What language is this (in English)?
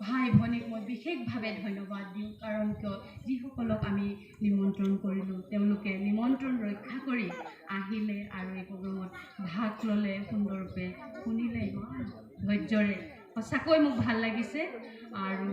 Assamese